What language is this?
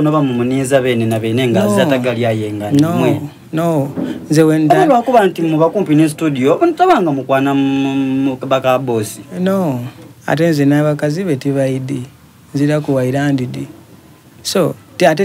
Soga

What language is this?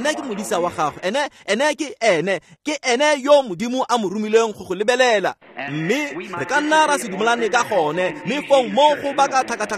Tswana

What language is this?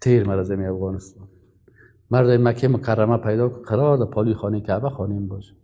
Persian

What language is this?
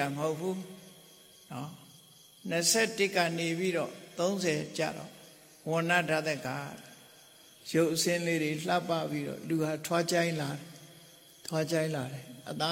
Burmese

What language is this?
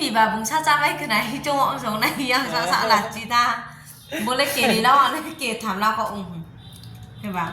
Riang (India)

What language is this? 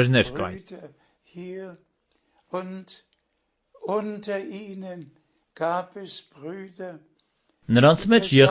Armenian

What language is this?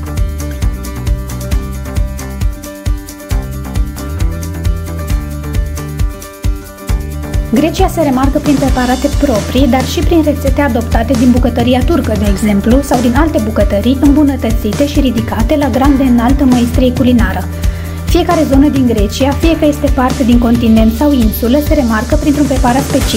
Romanian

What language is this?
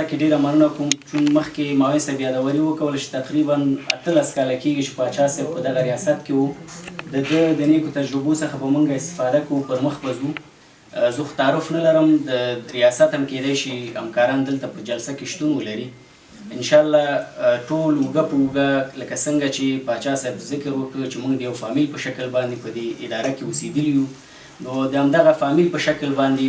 Pashto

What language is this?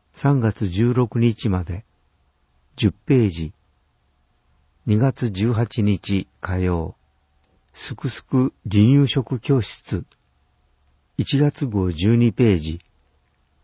Japanese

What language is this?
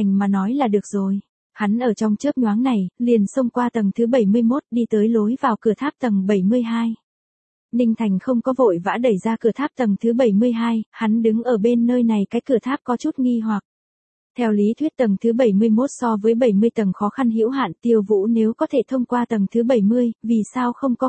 Vietnamese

